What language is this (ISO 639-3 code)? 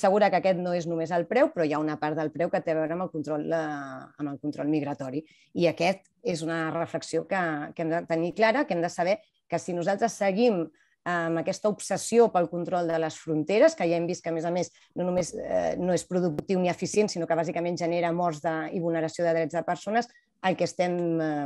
cat